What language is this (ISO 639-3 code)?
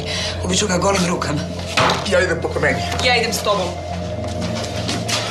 hrv